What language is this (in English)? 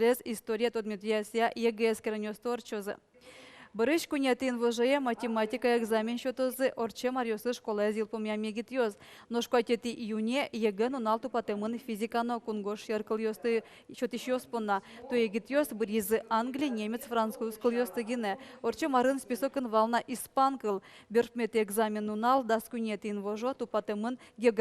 Udmurt